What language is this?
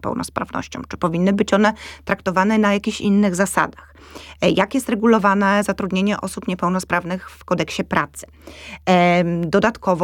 Polish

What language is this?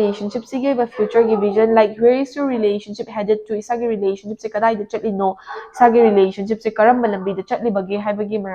Manipuri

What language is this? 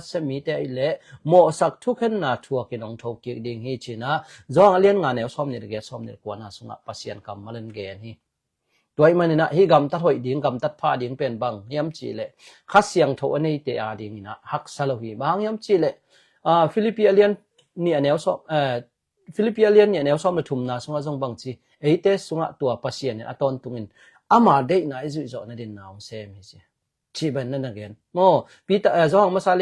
Tedim Chin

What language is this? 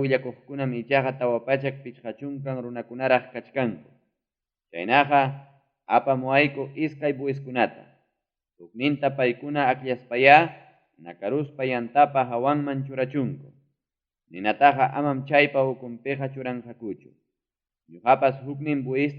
Ayacucho Quechua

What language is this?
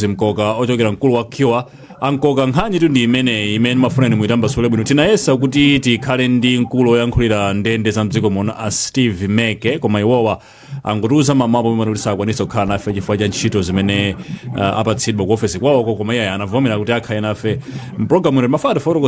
Nyanja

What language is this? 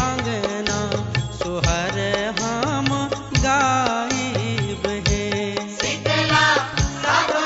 Bhojpuri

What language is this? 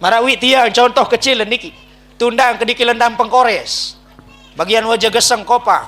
Sasak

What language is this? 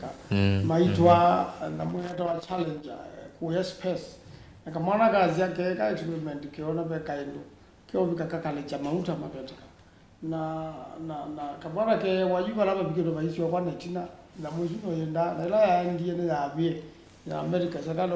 Kamba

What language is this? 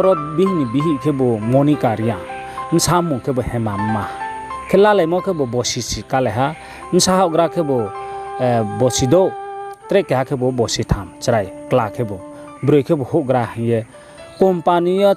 Riang (India)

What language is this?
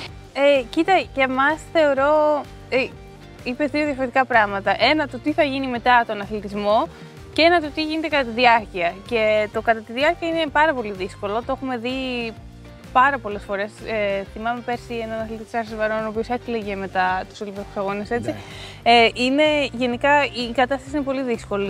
Greek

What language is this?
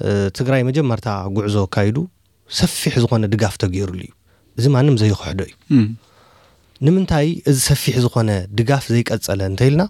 Tigrinya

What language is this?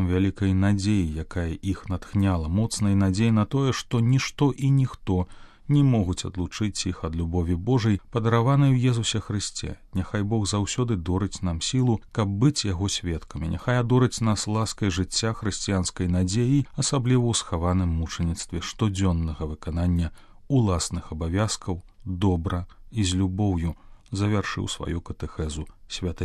Belarusian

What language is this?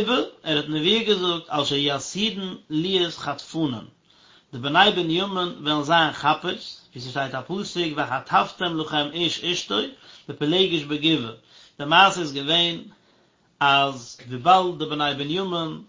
Yiddish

